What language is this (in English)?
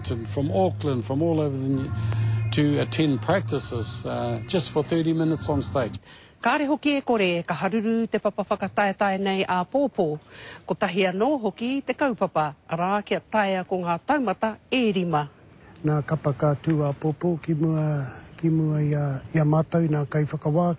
Māori